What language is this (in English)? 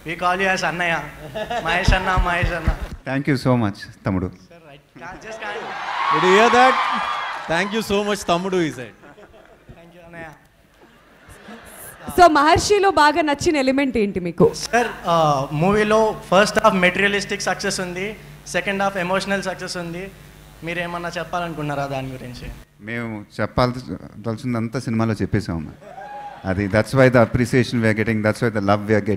Telugu